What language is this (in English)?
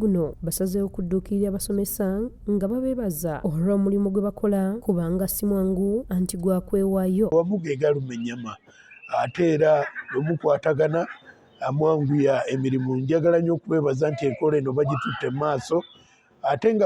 Ganda